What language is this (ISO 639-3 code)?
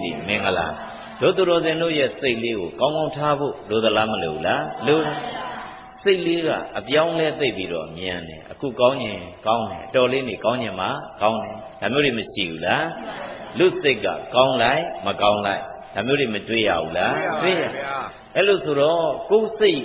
mya